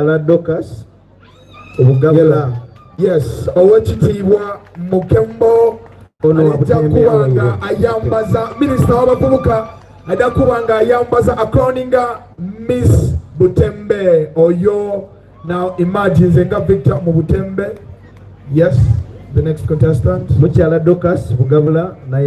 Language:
Soga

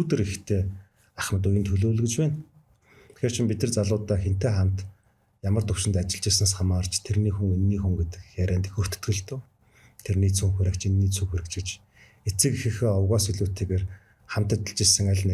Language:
Mongolian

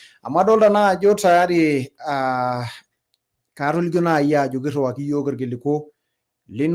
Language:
Masai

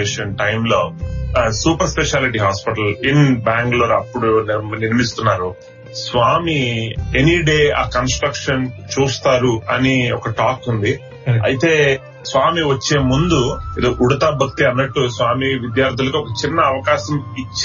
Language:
Telugu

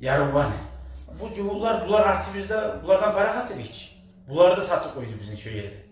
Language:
Kumyk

